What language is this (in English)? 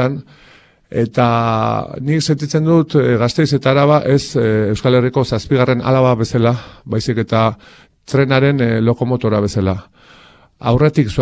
Basque